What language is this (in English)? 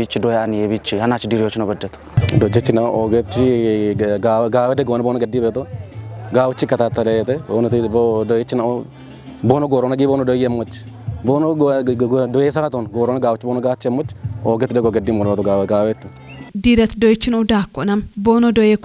Kafa